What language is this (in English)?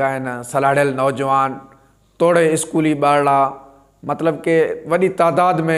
Sindhi